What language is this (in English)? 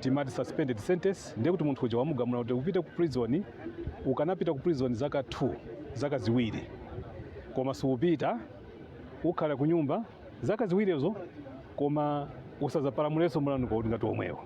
Nyanja